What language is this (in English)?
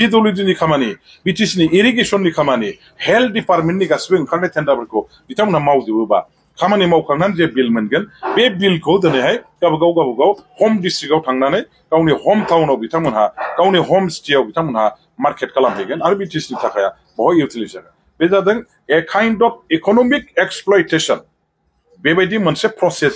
Bodo